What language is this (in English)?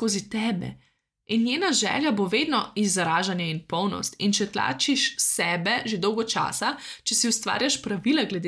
Slovenian